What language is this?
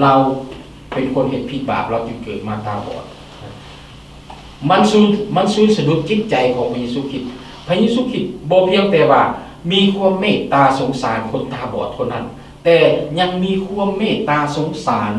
Lao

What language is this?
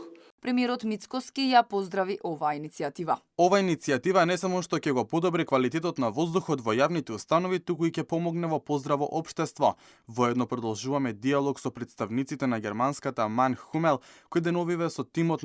Macedonian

